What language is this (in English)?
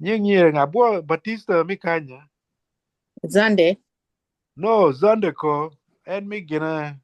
Acoli